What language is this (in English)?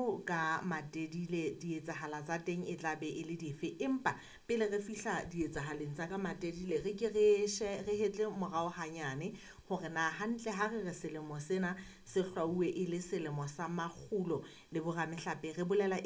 Southern Sotho